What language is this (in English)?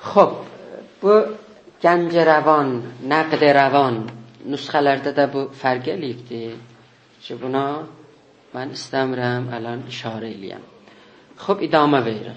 South Azerbaijani